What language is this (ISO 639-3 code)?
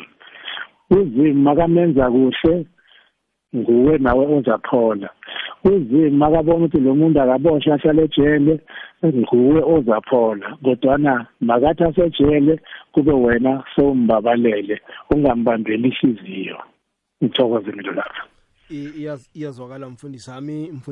nbl